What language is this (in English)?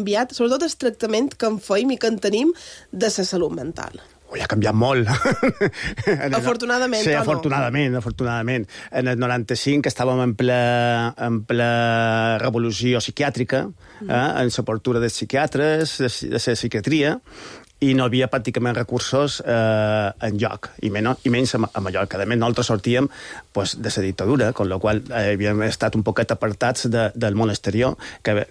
Catalan